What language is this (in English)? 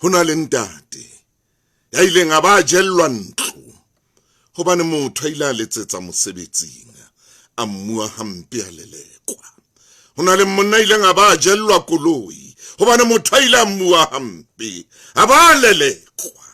Southern Sotho